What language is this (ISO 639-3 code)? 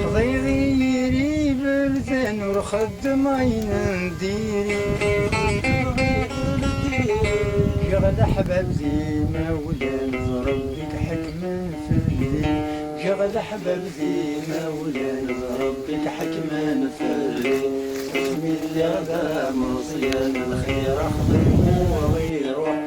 kab